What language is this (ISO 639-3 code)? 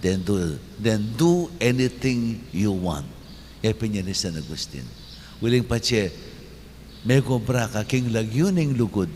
pam